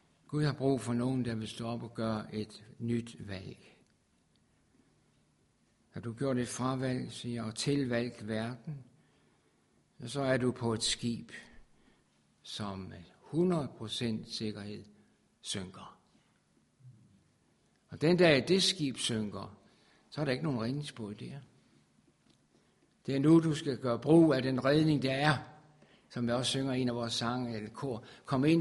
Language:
Danish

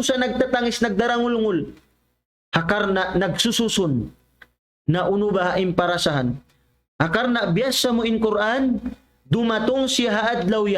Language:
Tausug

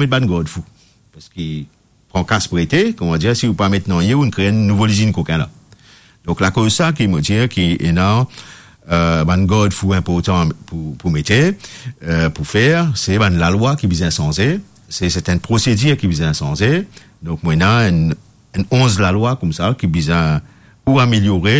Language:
Morisyen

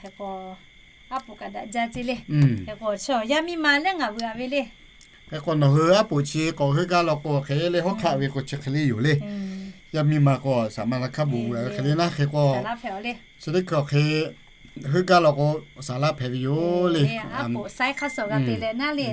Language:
Lahu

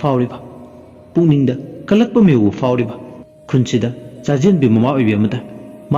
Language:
Manipuri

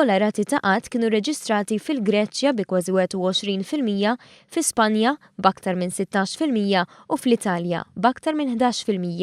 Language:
Maltese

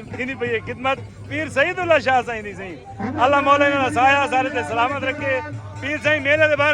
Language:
Saraiki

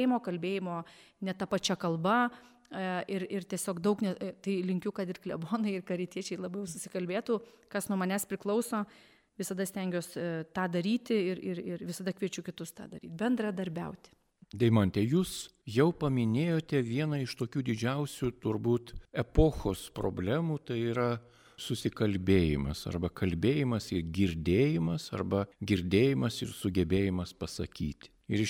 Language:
Lithuanian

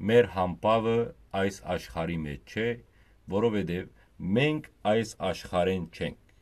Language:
Western Armenian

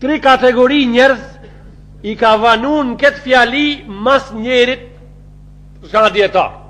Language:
Albanian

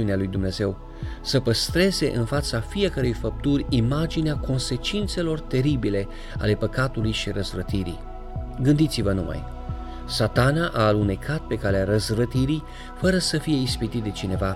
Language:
Romanian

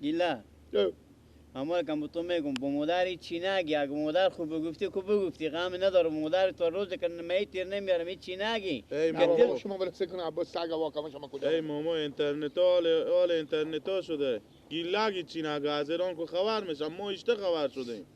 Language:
Persian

